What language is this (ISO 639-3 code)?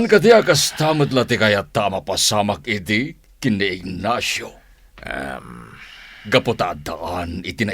ilo